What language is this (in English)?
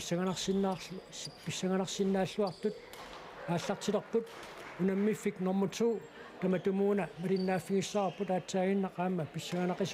Kalaallisut